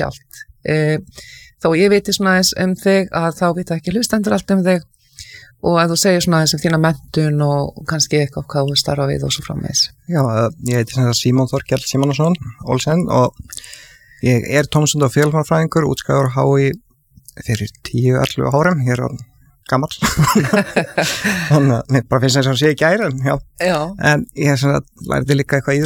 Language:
Icelandic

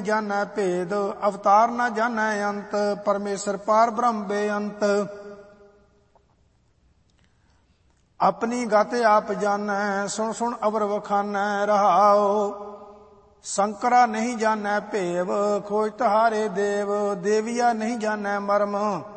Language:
Punjabi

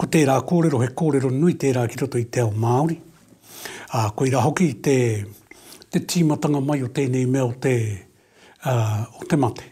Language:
Māori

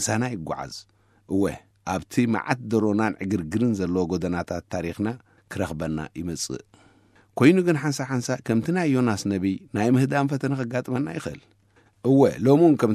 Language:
Tigrinya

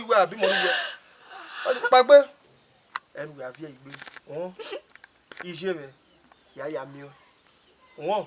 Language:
Bini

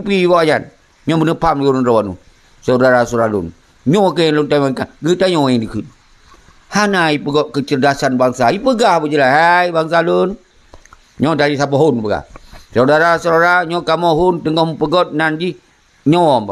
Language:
Achinese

